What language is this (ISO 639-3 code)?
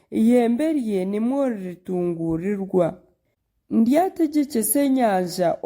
nyn